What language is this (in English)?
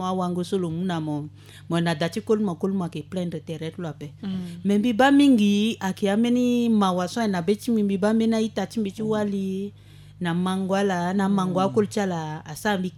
Sango